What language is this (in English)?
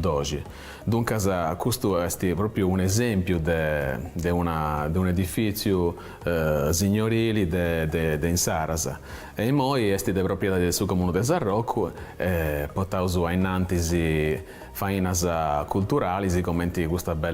Sardinian